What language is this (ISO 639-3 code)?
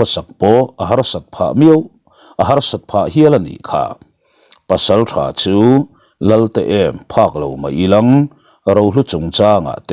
lus